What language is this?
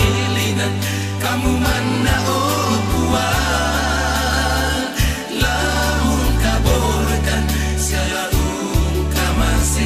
Toraja-Sa'dan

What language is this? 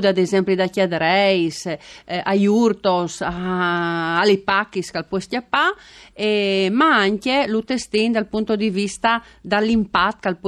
Friulian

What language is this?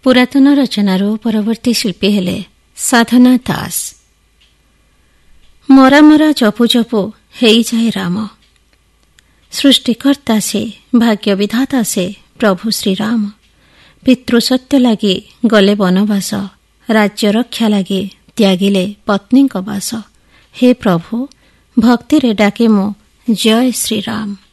Odia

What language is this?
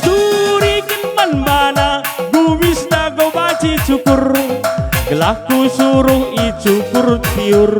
Batak Karo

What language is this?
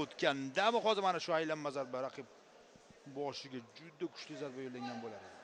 Uzbek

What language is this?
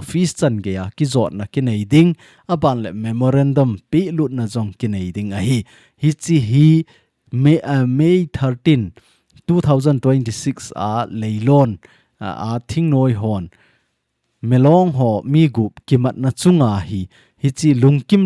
Thado Chin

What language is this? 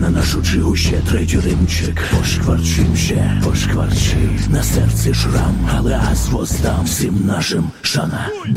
Ukrainian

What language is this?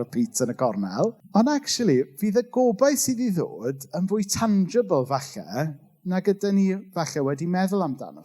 Welsh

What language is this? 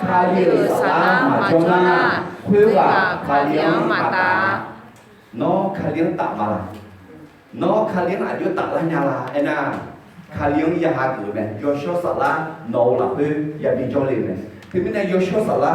Akha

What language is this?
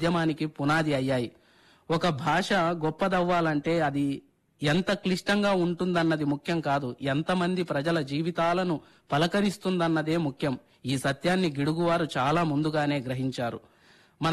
Telugu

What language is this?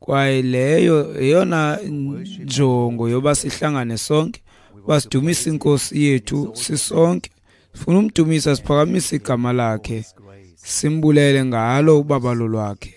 Xhosa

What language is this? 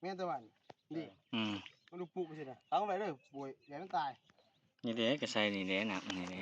Lao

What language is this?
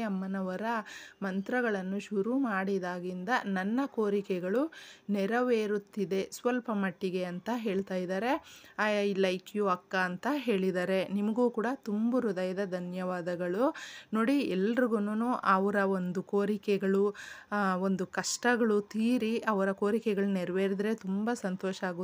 Kannada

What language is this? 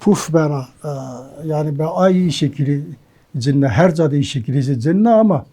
Zaza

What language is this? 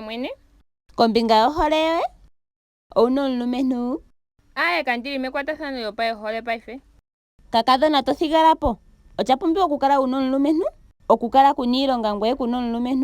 Ndonga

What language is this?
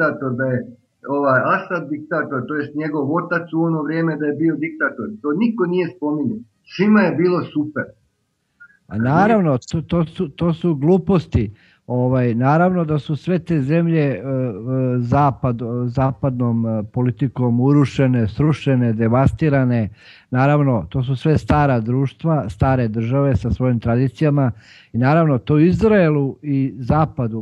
Serbian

